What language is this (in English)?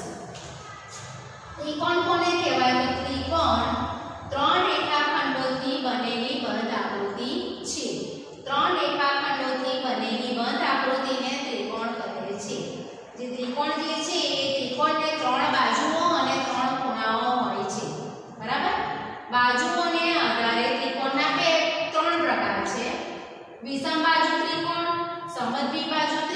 Gujarati